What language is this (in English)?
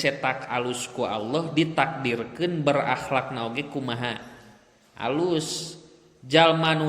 Sundanese